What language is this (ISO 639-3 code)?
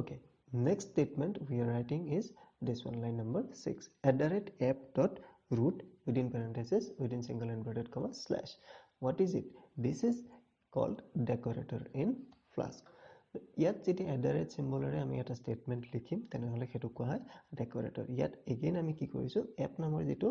asm